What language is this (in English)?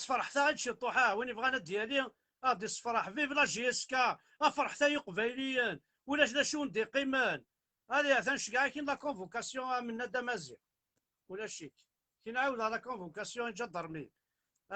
Kabyle